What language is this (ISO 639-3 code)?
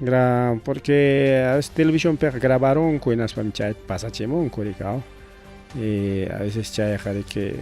quy